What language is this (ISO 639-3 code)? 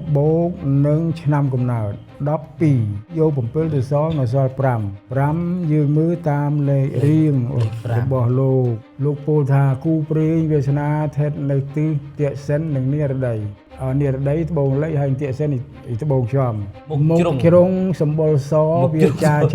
khm